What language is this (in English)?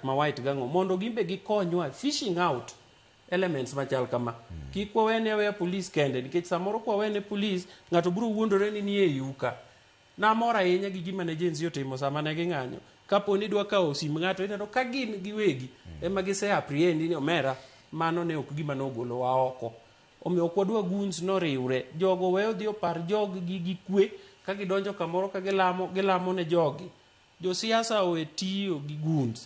Luo (Kenya and Tanzania)